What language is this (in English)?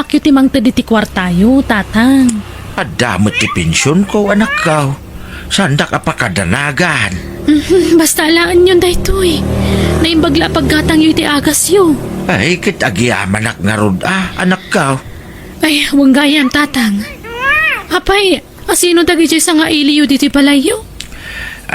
Iloko